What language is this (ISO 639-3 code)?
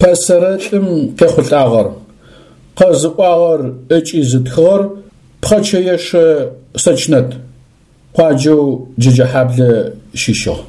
ady